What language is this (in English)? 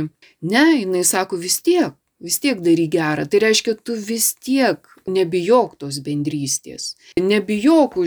Lithuanian